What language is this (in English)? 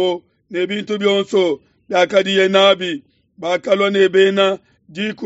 Luba-Lulua